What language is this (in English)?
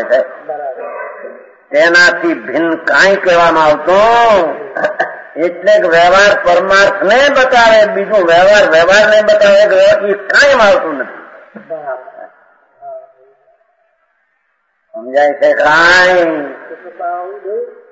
Gujarati